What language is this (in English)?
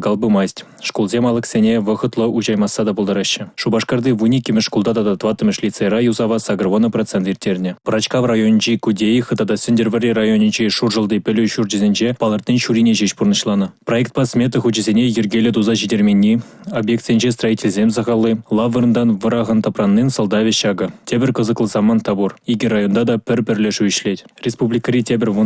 Chuvash